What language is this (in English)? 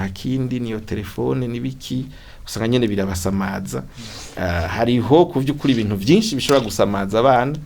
Rundi